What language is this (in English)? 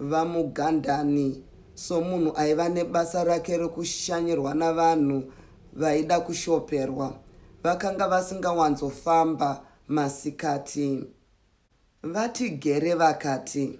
Shona